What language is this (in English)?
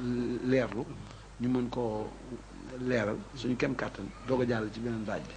Wolof